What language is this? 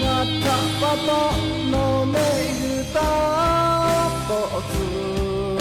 Lahu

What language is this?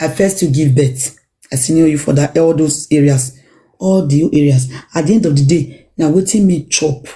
Nigerian Pidgin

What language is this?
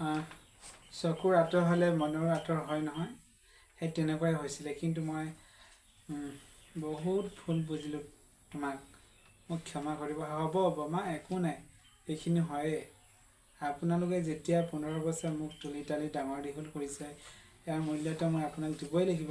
Assamese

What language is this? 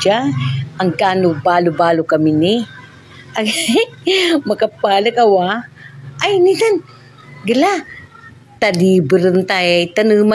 Pangasinan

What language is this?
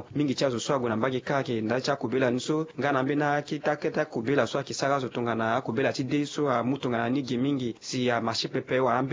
Sango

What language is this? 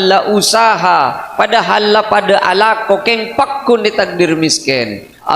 Madurese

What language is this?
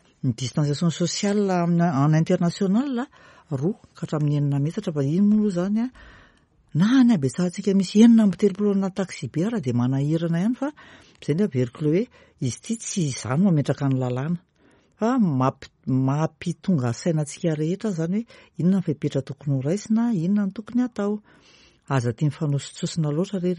Malagasy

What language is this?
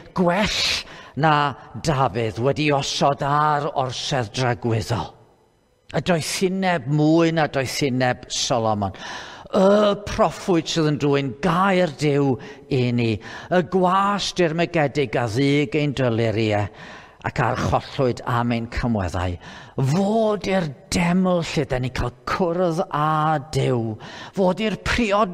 Welsh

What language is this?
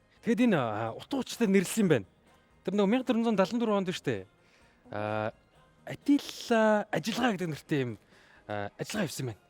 Mongolian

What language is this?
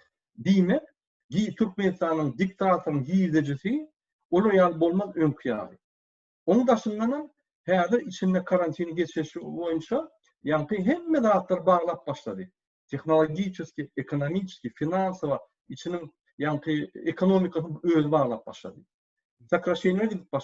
Turkmen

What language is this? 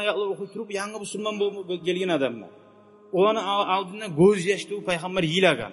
Kumyk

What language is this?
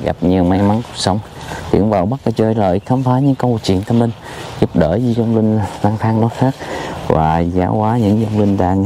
Vietnamese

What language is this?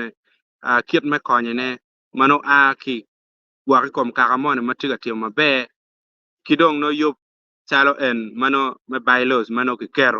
Acoli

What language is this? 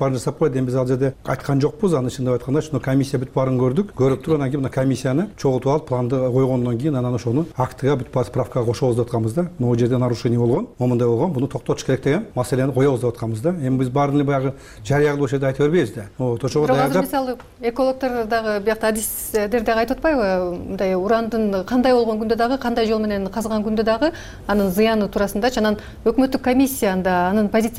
Kyrgyz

